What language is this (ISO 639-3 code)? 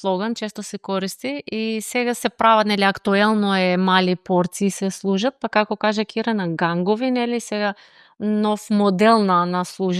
mkd